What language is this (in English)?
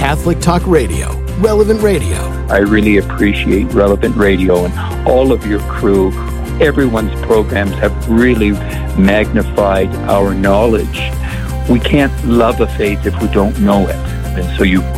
English